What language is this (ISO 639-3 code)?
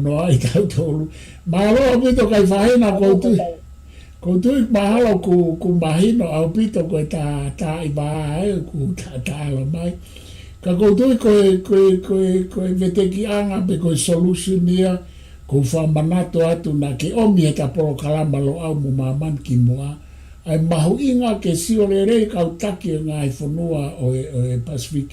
ton